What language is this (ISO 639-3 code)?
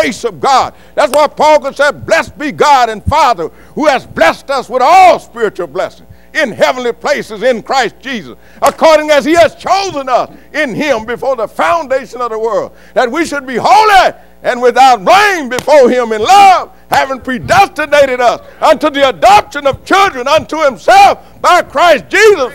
eng